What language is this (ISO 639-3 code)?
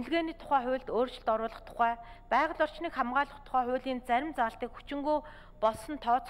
mon